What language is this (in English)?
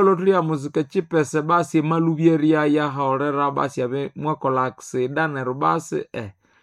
Nande